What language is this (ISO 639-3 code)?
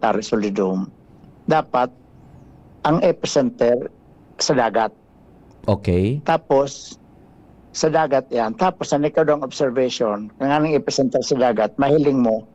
bik